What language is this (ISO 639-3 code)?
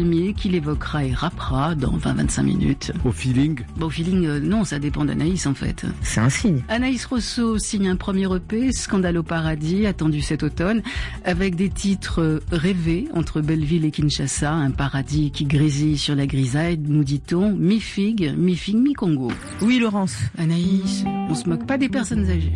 fra